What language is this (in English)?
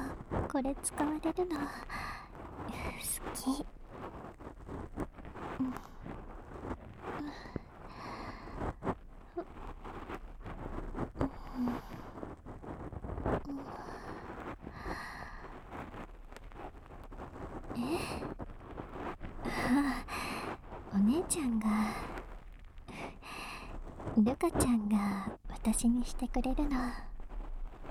Japanese